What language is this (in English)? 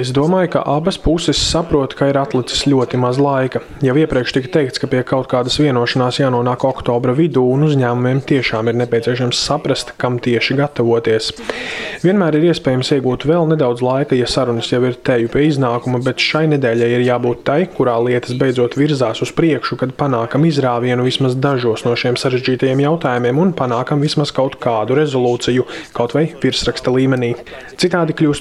Latvian